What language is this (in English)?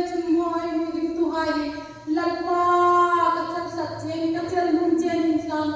Hmar